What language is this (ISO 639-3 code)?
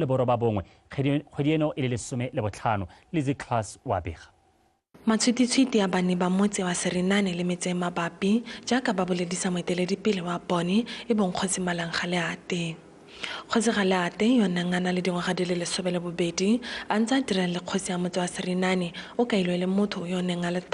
tsn